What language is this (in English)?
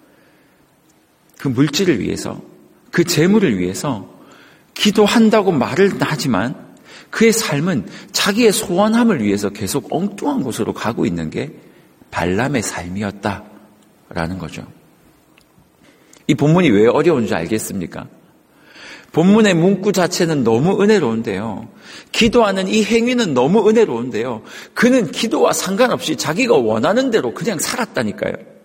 Korean